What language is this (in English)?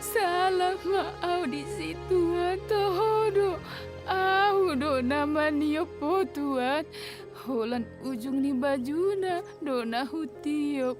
Batak Toba